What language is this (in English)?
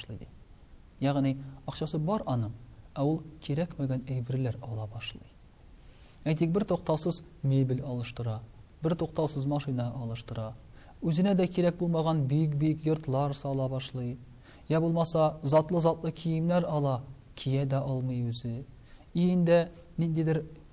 Tatar